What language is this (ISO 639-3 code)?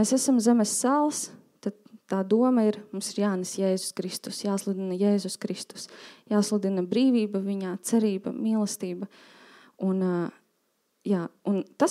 lav